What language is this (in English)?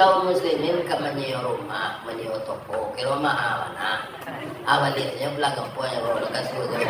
Minangkabau